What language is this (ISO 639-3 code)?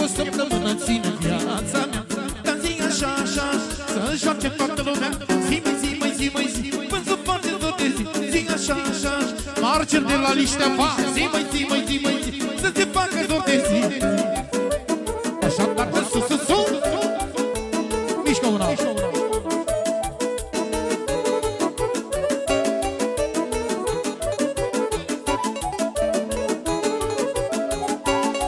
ron